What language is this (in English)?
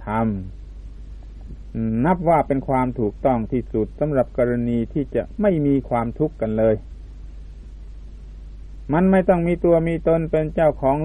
Thai